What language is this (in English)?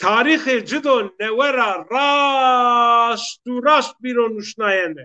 Zaza